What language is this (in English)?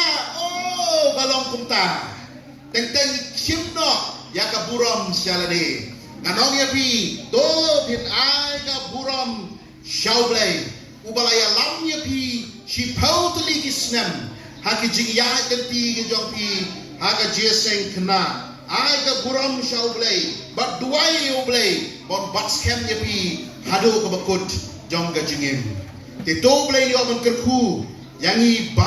Khasi